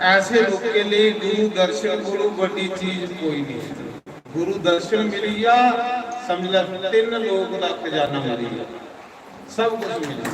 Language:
Dogri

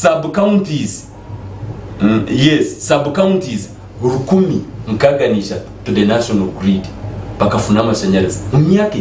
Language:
Nyankole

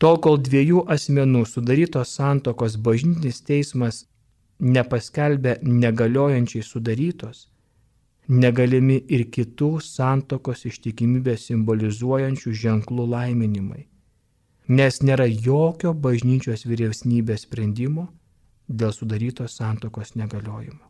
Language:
Lithuanian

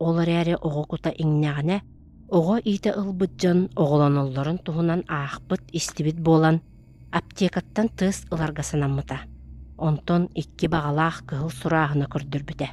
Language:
Yakut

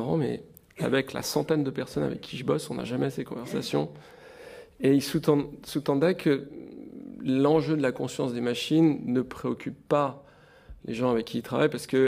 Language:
French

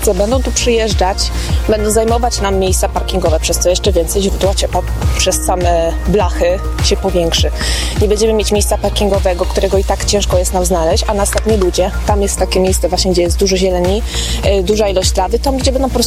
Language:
Polish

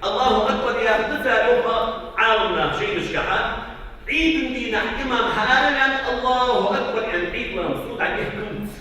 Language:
Ingush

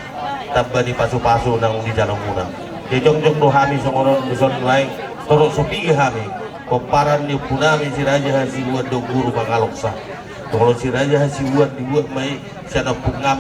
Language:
Batak Toba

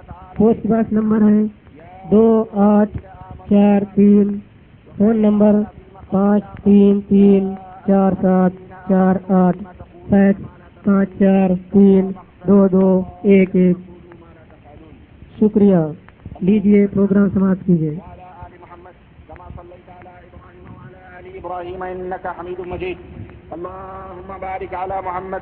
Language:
Urdu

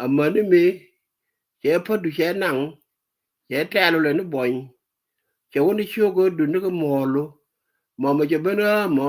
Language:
Nuer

